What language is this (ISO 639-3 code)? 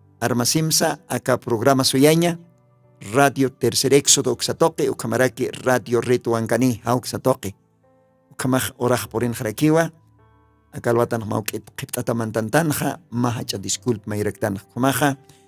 aym